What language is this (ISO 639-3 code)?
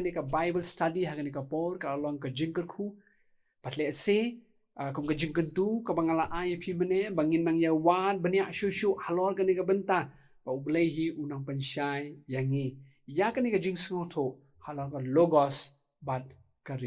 kha